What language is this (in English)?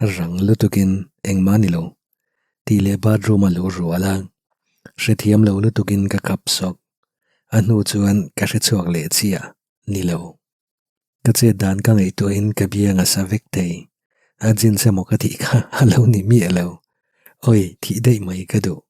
Mizo